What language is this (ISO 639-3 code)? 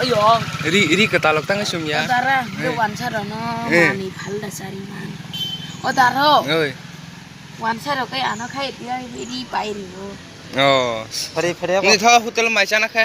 trp